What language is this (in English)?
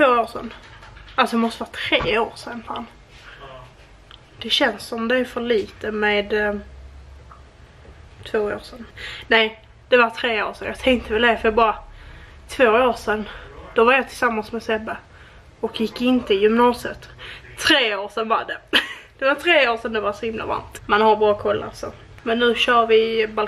Swedish